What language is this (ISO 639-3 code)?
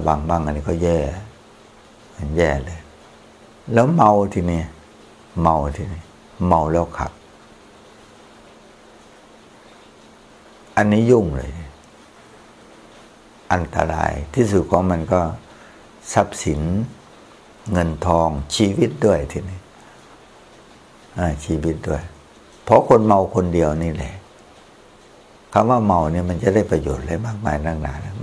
tha